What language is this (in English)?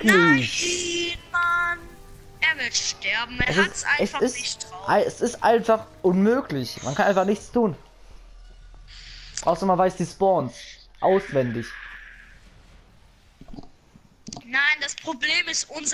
German